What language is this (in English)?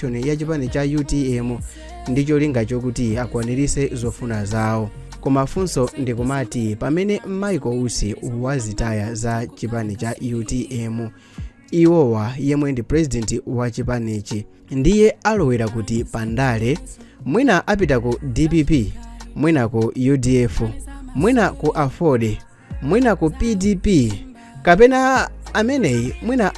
Nyanja